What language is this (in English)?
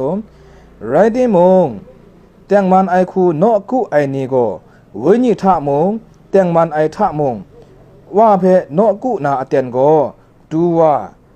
Kachin